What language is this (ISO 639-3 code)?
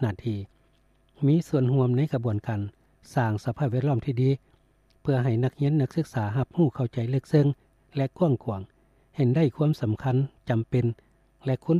lao